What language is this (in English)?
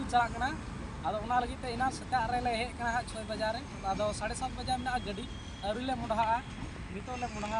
Santali